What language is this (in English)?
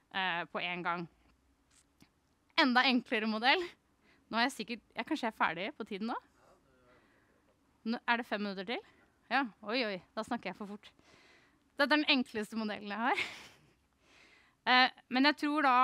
Norwegian